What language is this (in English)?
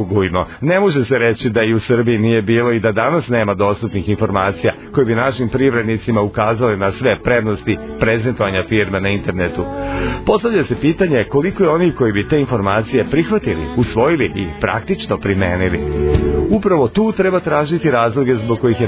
Serbian